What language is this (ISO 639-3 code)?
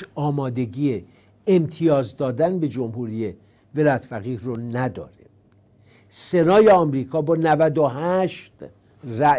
fas